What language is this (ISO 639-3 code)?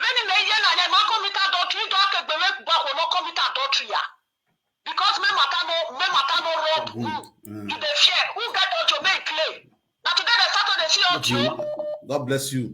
pcm